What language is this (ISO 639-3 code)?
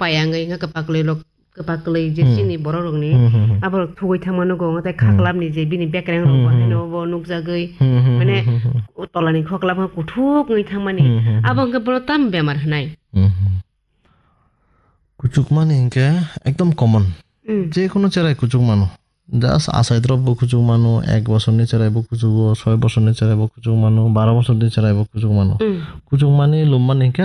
ben